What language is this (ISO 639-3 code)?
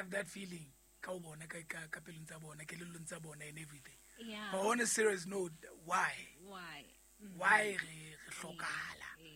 sot